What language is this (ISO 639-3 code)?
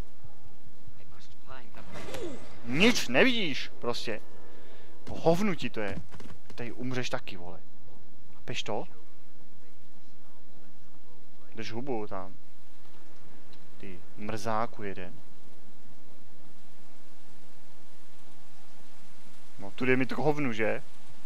ces